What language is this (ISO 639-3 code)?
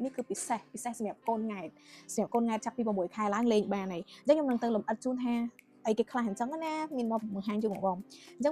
khm